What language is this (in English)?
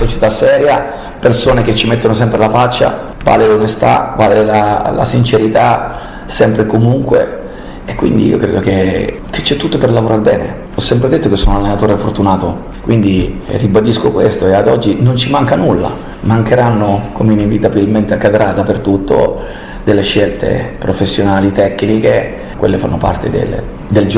Italian